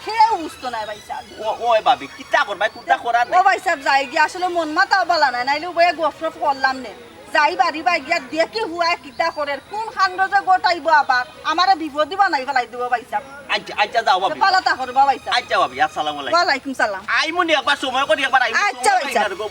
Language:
Sylheti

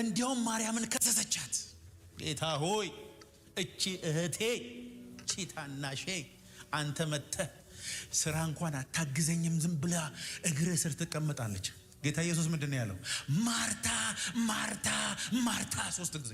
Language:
Amharic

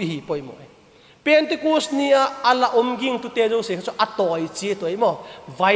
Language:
Vaiphei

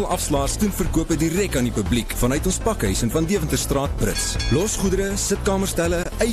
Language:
Afrikaans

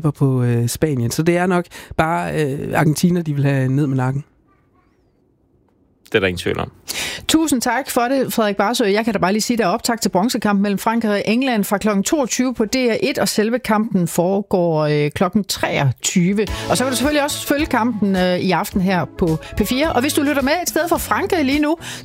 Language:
Danish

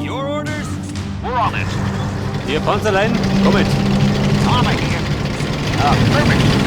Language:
Bavarian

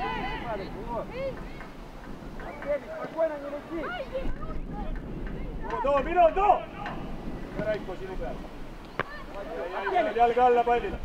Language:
Estonian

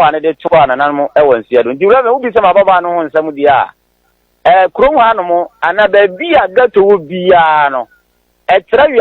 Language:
Akan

